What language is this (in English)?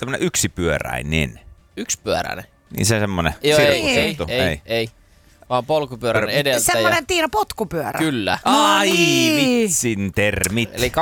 Finnish